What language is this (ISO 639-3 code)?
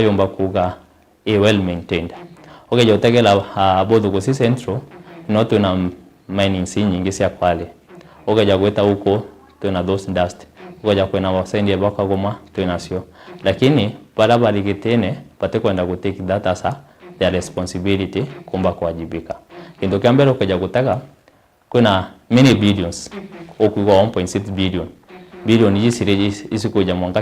mer